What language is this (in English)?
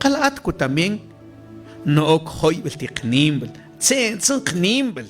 Mam